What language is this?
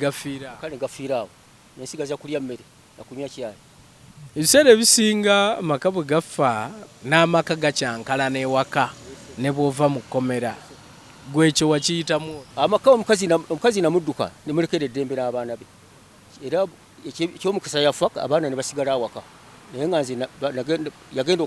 Ganda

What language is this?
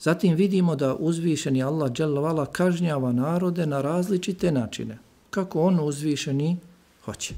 Bosnian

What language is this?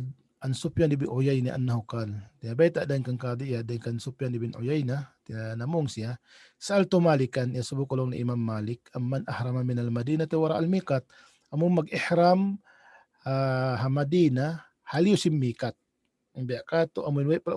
Tausug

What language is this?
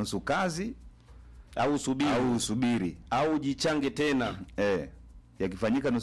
Swahili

